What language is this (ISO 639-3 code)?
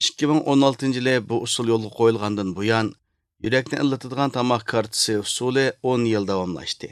uig